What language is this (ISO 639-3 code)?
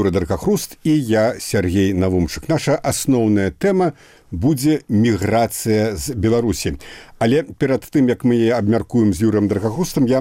bel